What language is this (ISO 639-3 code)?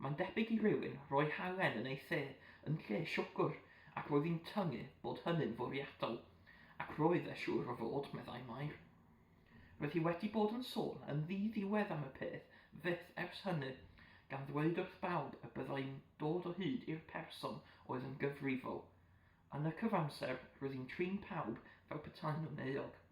cym